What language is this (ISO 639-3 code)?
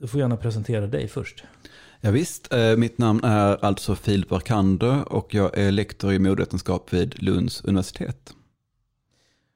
swe